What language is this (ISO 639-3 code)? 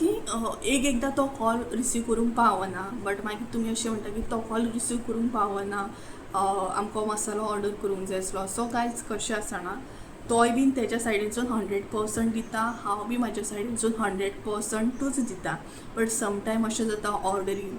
kok